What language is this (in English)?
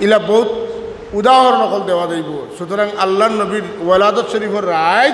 Sylheti